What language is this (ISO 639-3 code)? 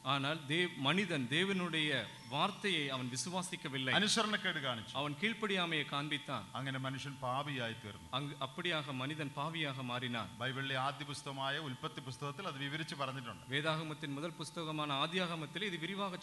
mal